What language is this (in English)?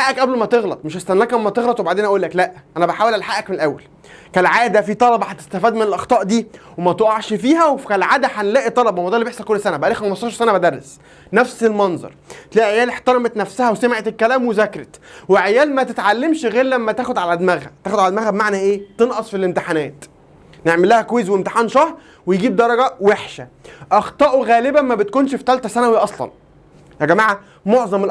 Egyptian Arabic